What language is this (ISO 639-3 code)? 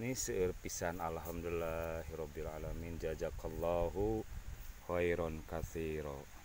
sun